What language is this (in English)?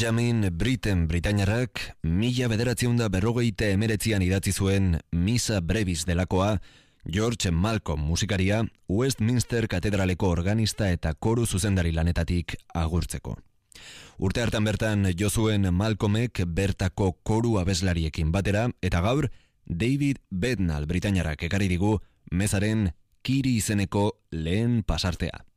Basque